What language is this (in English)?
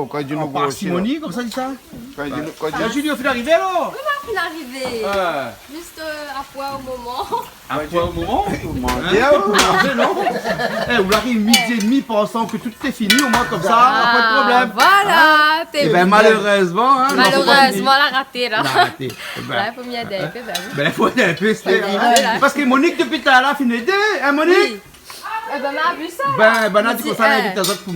Réunion Creole French